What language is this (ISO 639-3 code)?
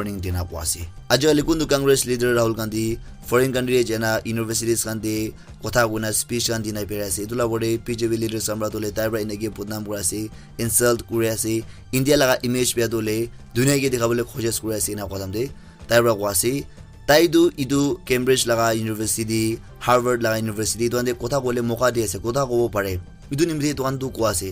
nag